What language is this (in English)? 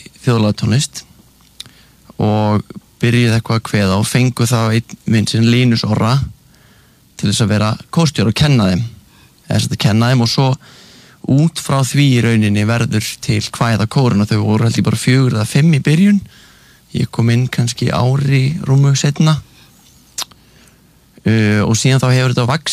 Icelandic